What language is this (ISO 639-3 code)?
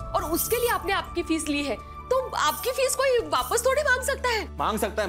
hin